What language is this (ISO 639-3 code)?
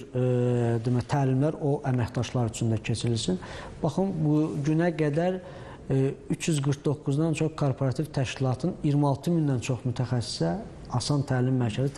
aze